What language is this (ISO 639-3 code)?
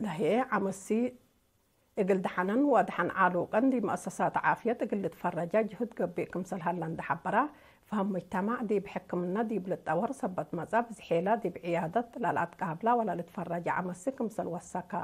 tig